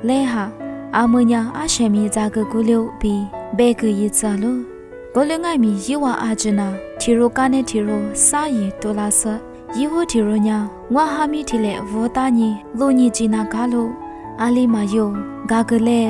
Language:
Lisu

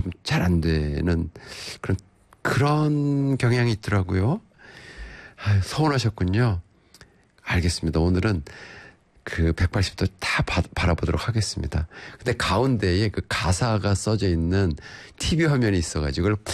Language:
Korean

